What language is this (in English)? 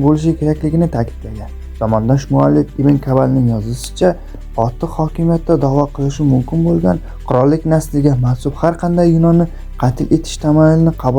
Uzbek